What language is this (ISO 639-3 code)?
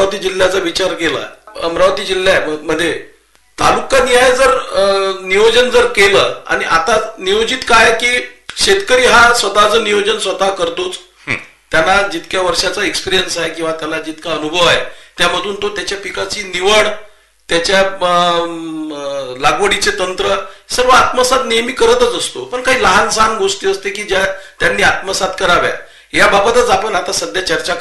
mar